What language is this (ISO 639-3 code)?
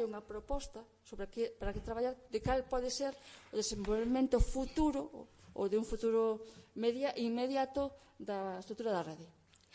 glg